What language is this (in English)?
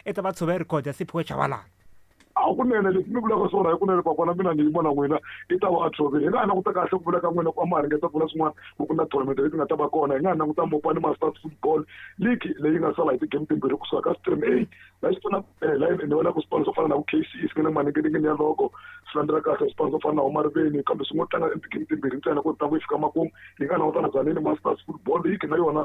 Tsonga